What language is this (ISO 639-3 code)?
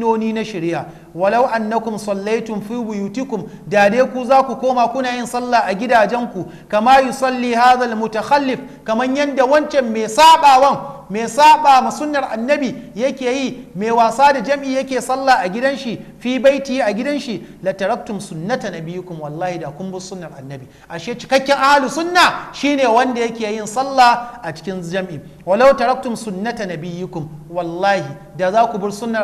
hau